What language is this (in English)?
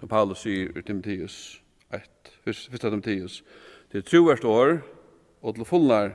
Faroese